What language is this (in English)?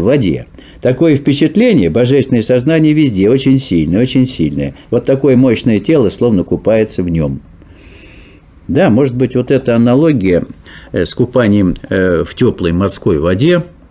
Russian